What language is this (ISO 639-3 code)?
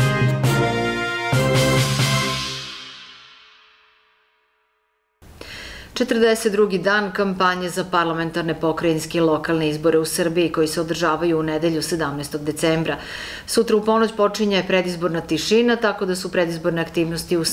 srp